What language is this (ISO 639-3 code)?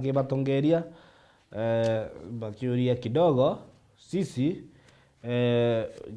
mer